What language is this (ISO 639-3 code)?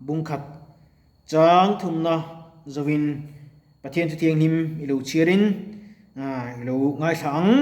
lus